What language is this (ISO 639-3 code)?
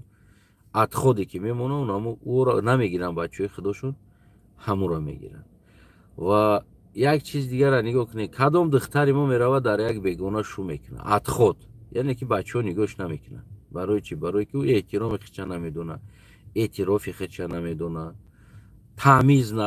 tgk